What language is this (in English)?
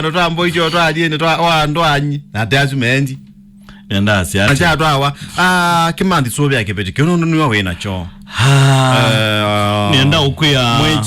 Kamba